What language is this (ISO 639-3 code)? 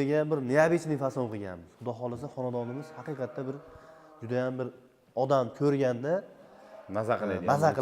uzb